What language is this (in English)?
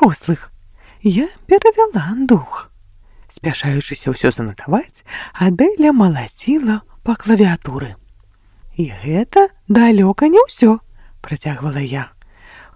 Belarusian